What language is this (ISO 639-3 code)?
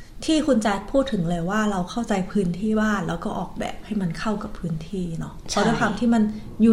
tha